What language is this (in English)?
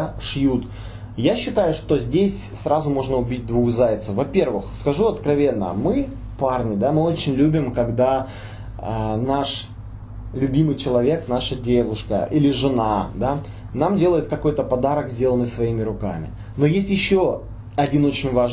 Russian